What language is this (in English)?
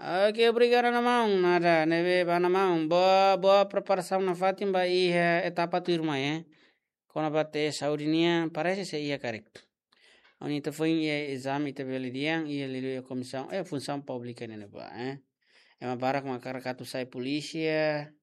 Tetum